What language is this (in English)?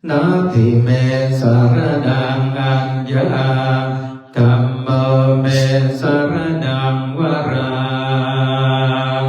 Pali